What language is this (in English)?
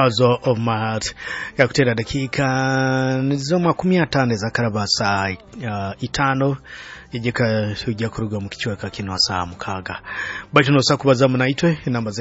Nyoro